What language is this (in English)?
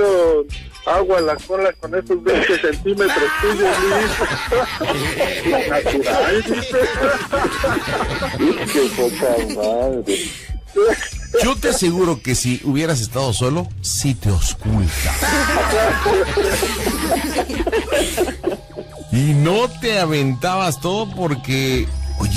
Spanish